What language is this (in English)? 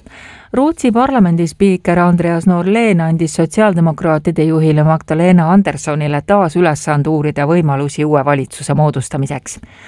Estonian